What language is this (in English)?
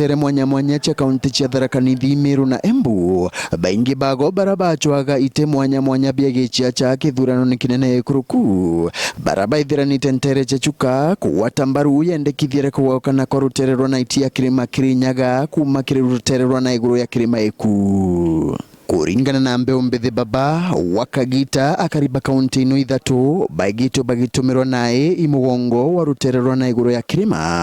Meru